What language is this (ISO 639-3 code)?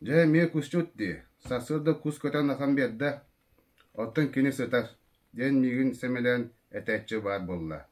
sah